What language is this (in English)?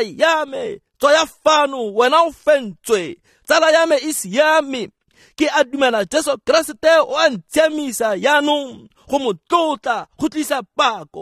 Tswana